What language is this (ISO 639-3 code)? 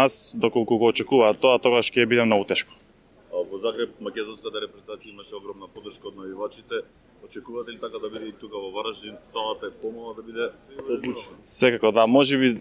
mkd